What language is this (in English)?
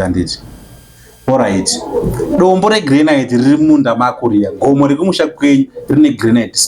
Shona